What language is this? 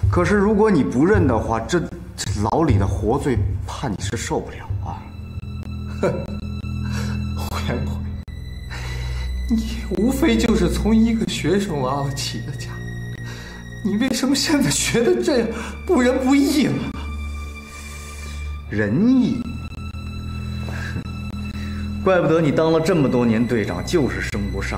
Chinese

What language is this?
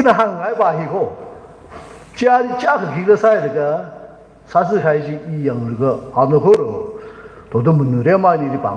Tangkhul Naga (India)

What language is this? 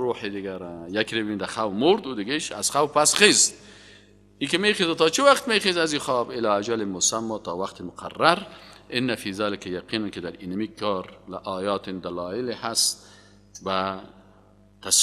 Persian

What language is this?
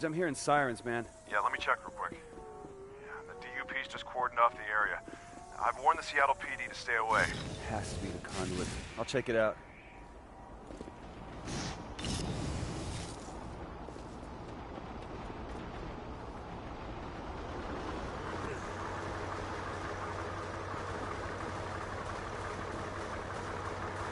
English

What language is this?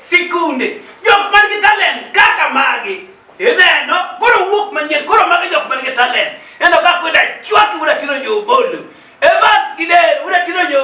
Luo (Kenya and Tanzania)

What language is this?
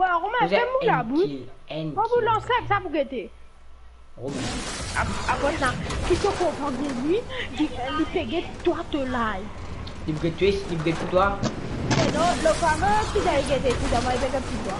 Morisyen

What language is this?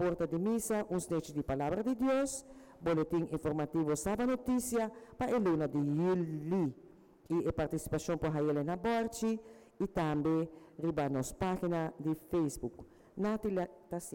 Papiamento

